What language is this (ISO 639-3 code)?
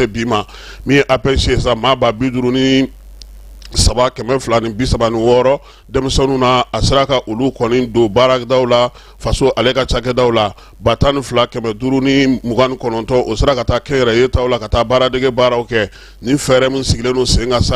bam